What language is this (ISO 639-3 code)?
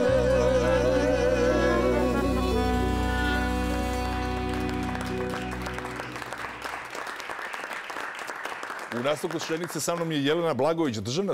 srp